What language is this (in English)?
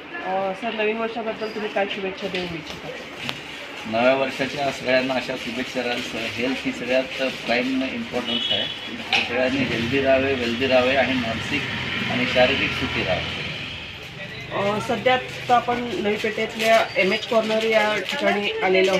Marathi